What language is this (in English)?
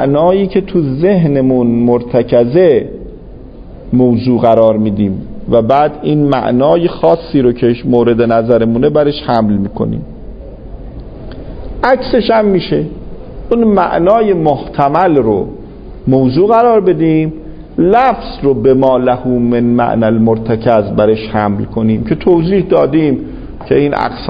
Persian